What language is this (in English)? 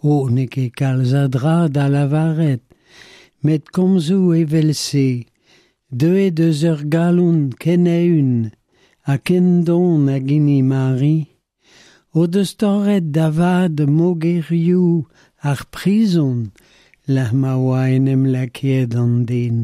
Breton